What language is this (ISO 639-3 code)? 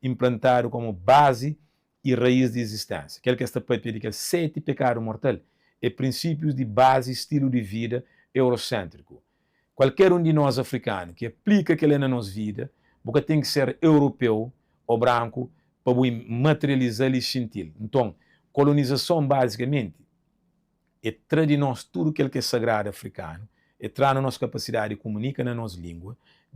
kea